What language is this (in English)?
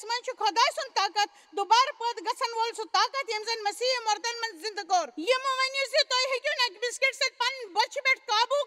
Kashmiri